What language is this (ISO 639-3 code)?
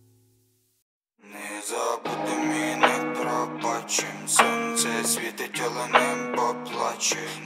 ukr